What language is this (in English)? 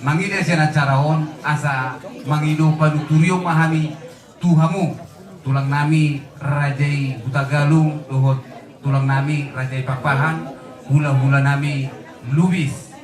Batak Toba